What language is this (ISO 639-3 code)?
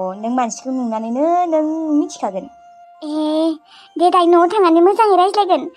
brx